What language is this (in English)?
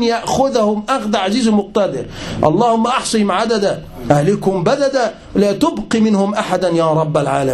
Uyghur